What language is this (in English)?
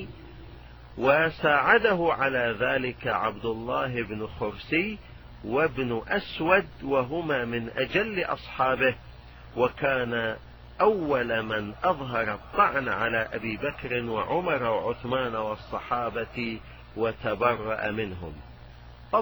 Arabic